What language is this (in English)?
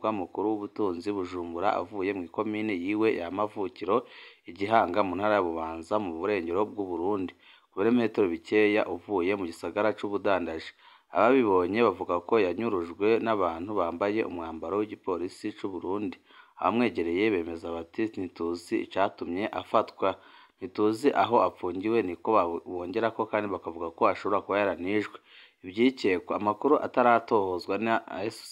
Rundi